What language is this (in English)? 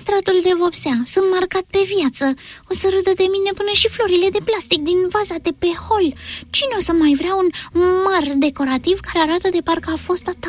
Romanian